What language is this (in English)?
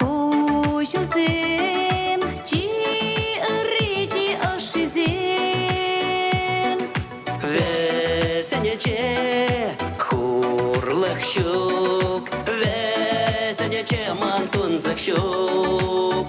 Chuvash